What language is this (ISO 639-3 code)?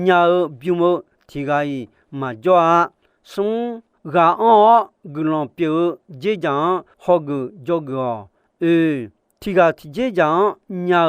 ahk